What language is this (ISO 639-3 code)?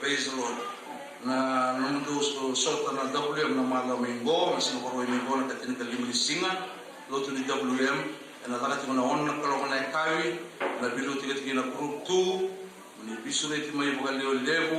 fij